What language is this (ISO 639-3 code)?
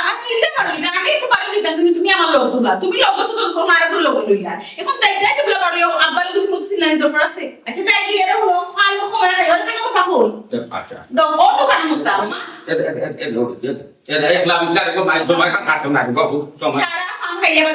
syl